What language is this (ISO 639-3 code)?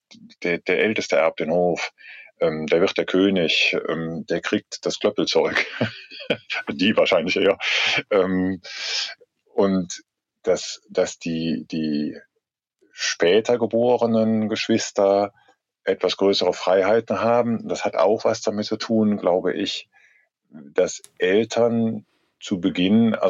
deu